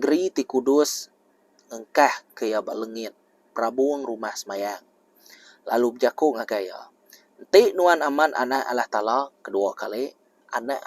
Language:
Iban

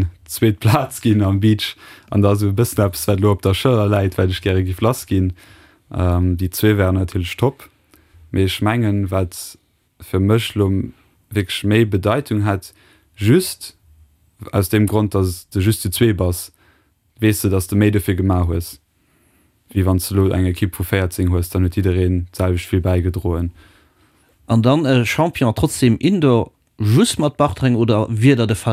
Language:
Luxembourgish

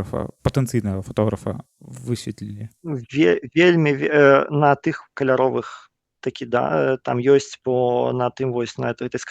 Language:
Belarusian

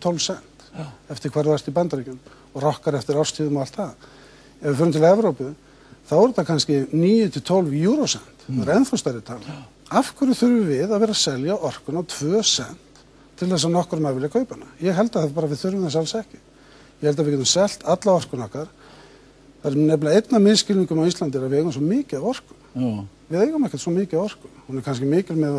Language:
Icelandic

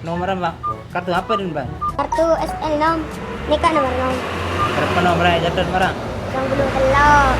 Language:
Madurese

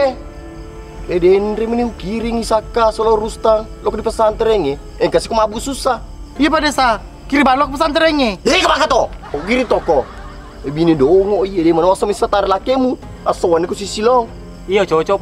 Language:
Buginese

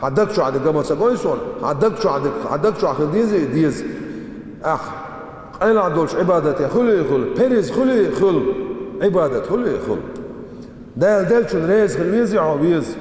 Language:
Chechen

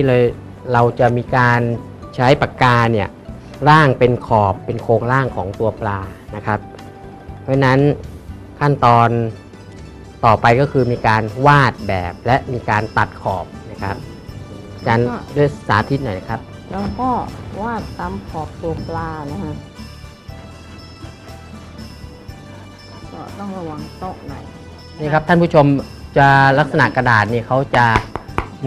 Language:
Thai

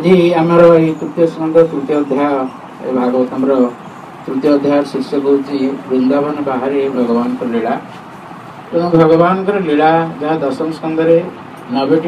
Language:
Odia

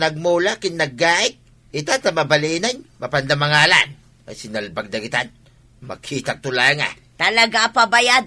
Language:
Iloko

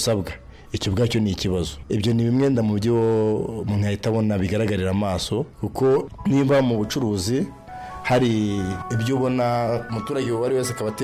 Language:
Kinyarwanda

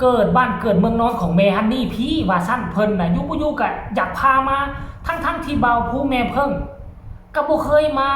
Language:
Lao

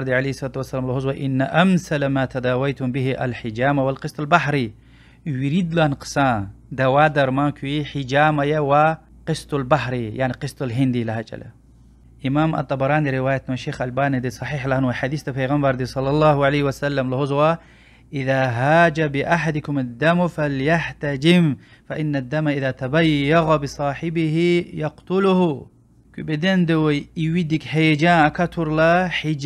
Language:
Lezghian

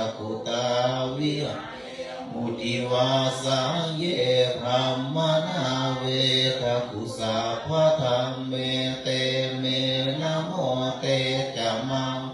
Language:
Pali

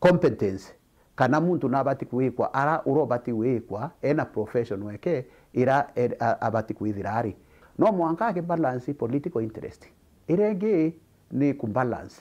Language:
Meru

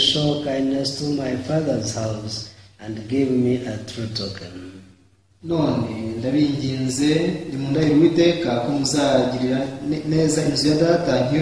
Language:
Kinyarwanda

